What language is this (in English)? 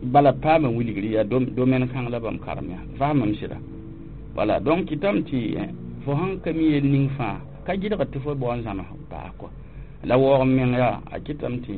Mossi